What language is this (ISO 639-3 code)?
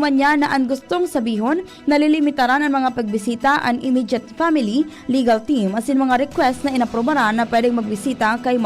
bik